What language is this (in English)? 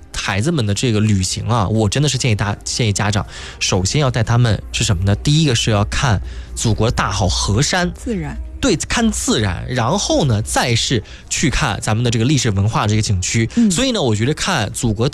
Chinese